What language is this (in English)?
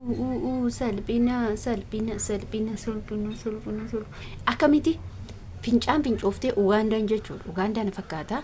Oromo